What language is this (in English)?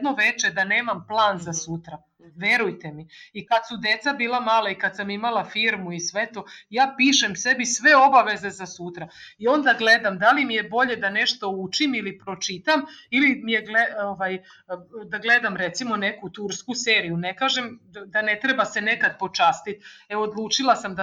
Serbian